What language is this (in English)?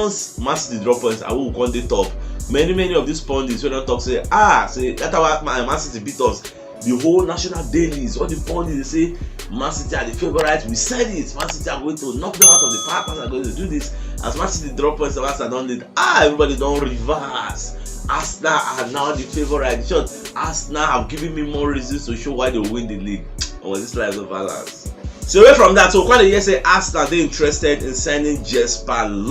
Nigerian Pidgin